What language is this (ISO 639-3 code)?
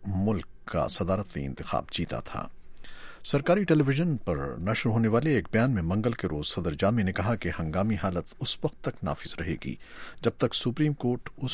urd